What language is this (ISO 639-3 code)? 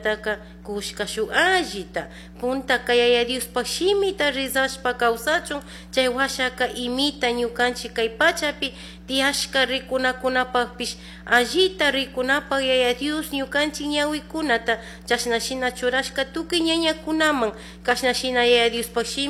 qug